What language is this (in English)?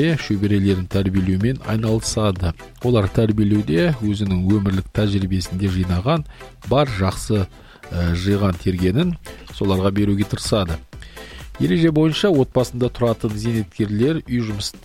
Kazakh